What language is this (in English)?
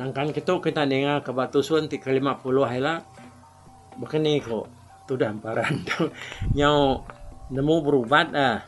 Iban